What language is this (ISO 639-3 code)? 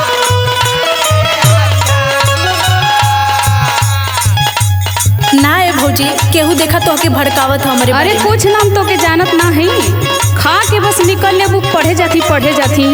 bho